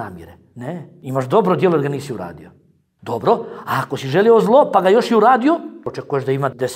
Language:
Bosnian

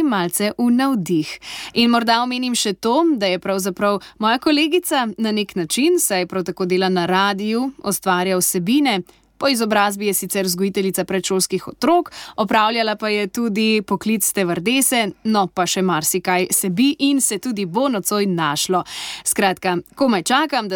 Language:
Slovenian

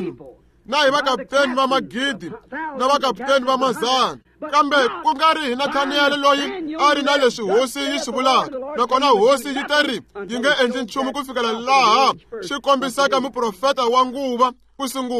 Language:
Tsonga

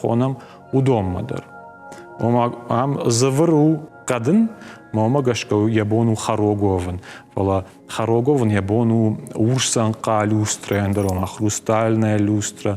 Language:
Ossetic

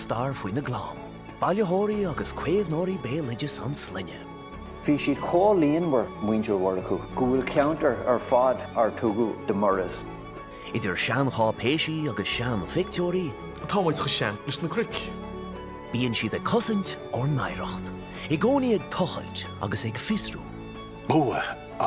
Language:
Irish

